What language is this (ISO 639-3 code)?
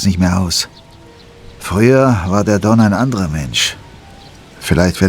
bar